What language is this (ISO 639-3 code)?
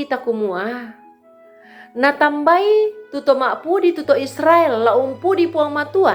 sda